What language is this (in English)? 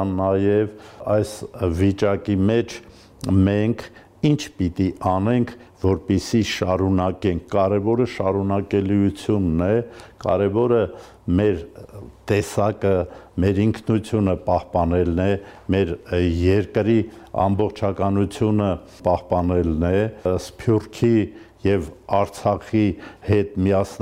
Armenian